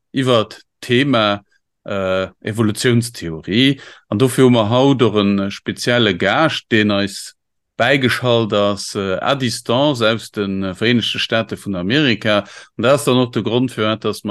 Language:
Luxembourgish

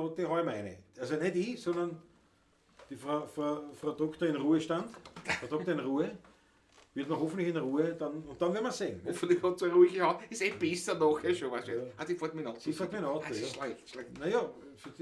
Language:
Bavarian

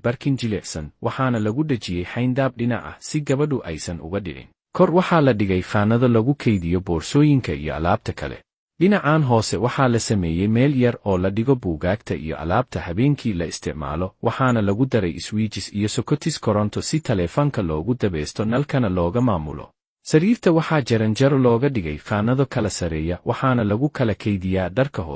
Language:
Somali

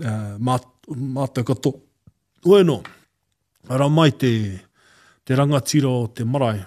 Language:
Māori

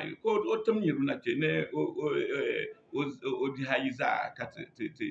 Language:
Dagbani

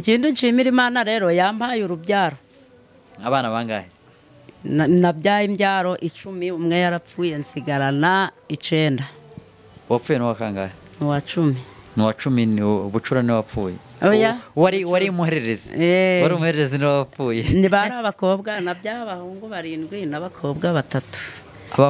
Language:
Kinyarwanda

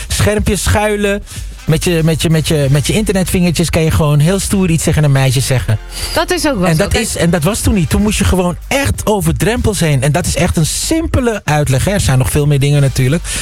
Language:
Dutch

